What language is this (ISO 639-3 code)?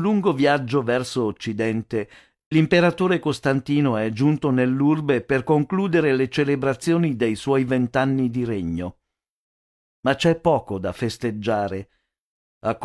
ita